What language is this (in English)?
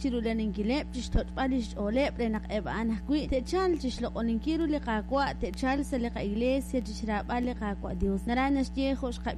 Kekchí